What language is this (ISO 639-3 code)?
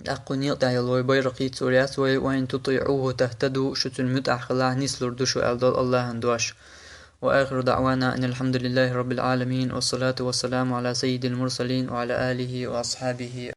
che